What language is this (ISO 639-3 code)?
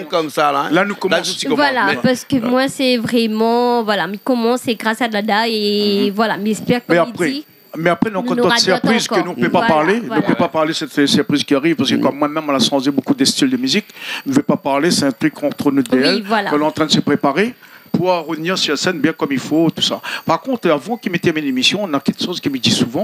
rcf